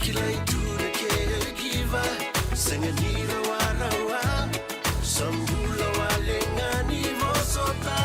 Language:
Fijian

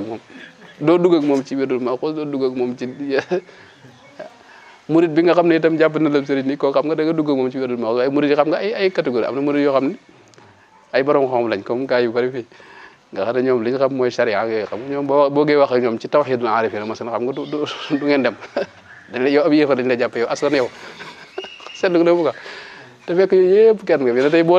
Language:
Wolof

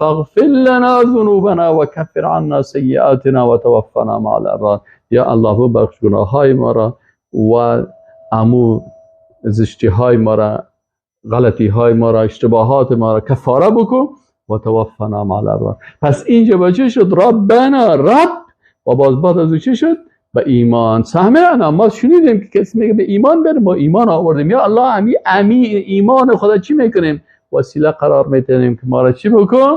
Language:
Persian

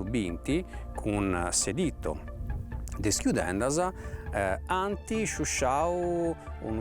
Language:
Sardinian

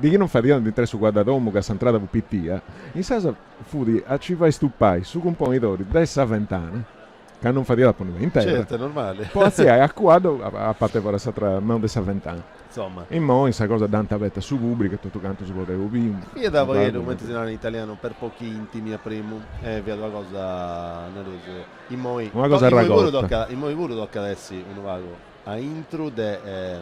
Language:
Sardinian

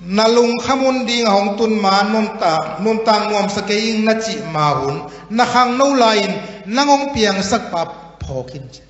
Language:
Tedim Chin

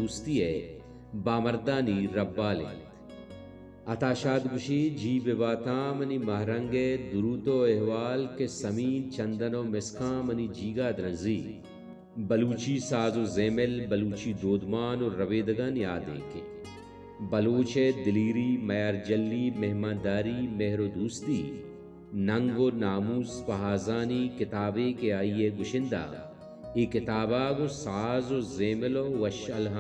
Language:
Baluchi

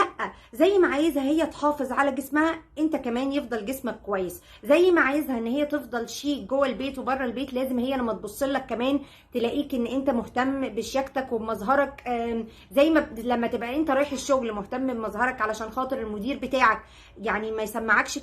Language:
Egyptian Arabic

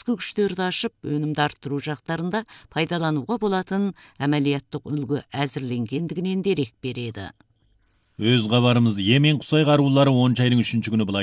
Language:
Kazakh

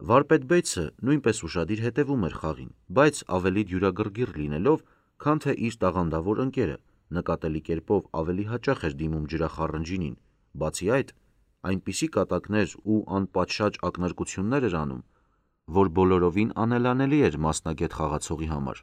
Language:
Armenian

